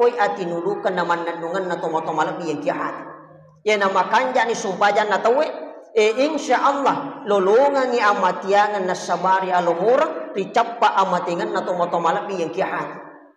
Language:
Buginese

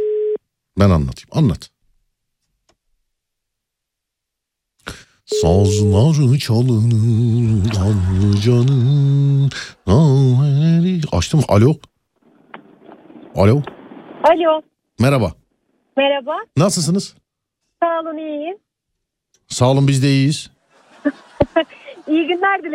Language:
Turkish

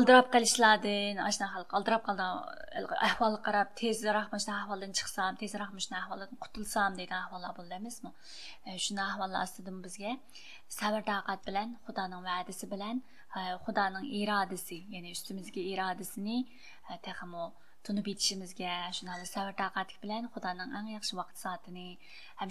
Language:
Uyghur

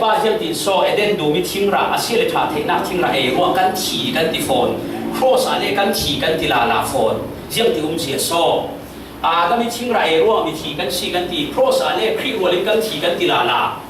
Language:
Falam Chin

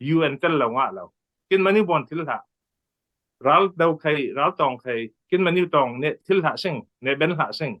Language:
Falam Chin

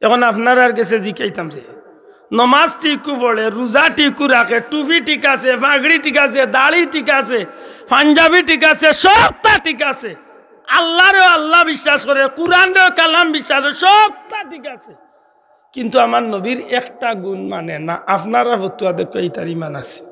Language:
Sylheti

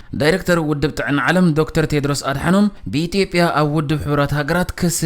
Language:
Tigrinya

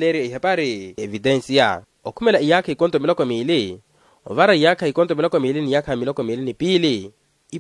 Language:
Makhuwa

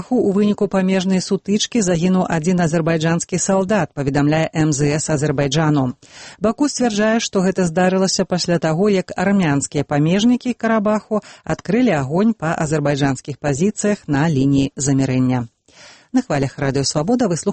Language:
Belarusian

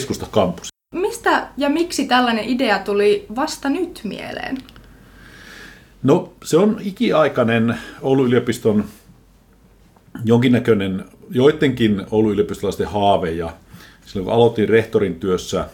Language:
Finnish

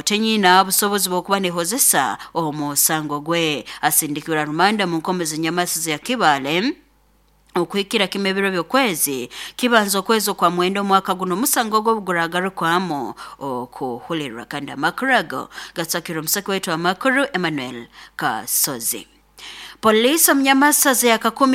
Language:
Nyoro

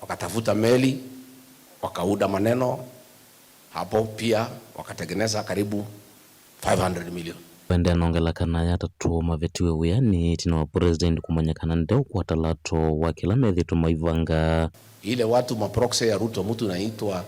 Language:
Kamba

